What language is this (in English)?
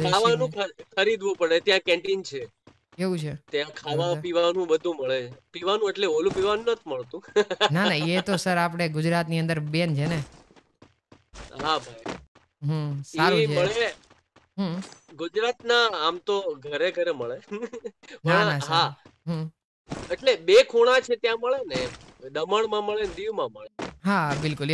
Gujarati